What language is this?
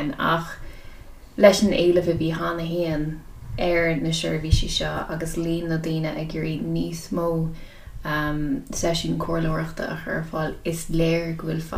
Irish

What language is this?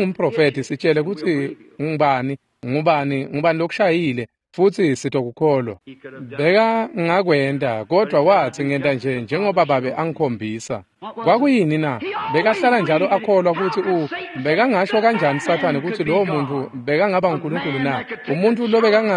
Swati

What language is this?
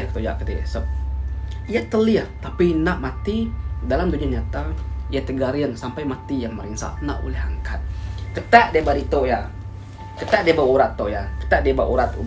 Iban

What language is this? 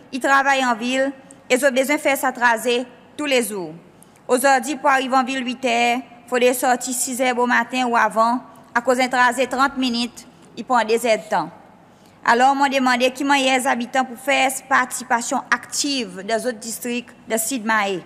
Seselwa Creole French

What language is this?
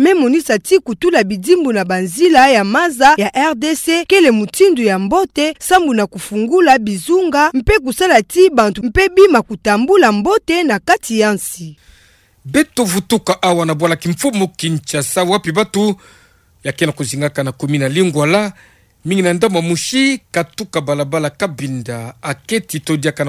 Kituba (Democratic Republic of Congo)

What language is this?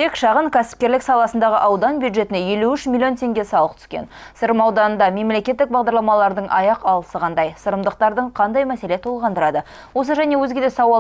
Kazakh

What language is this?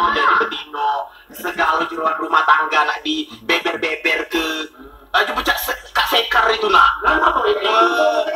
Musi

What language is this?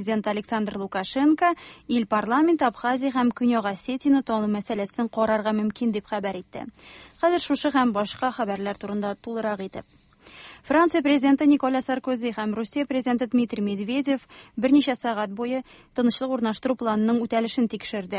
Tatar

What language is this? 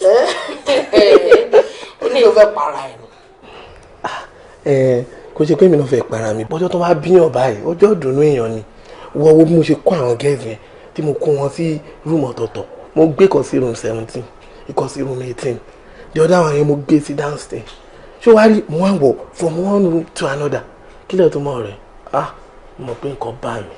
Yoruba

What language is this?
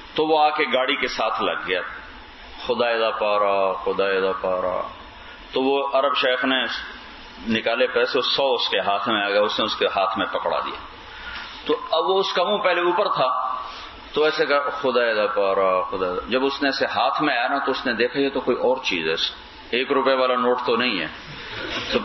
Urdu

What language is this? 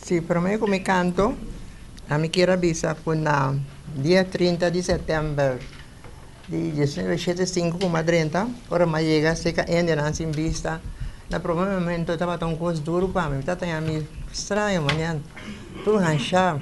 Papiamento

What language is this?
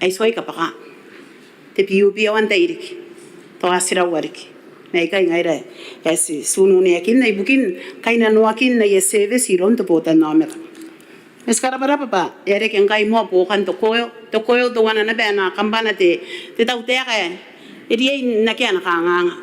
Gilbertese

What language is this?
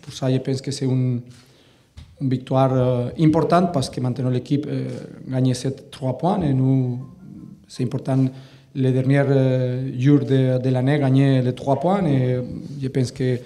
French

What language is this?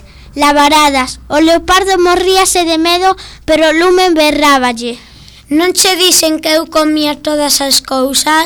Galician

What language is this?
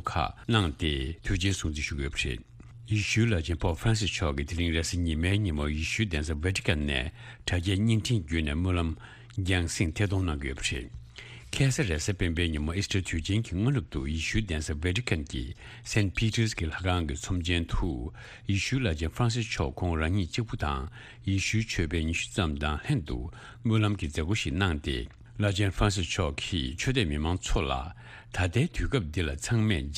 Tibetan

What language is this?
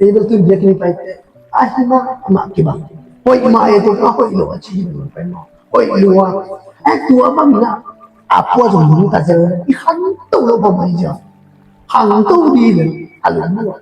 Tedim Chin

